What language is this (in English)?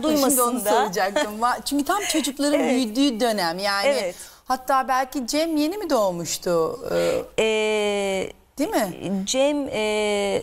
Turkish